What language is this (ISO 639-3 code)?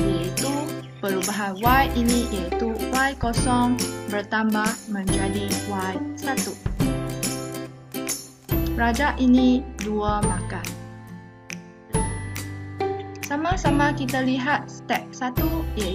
msa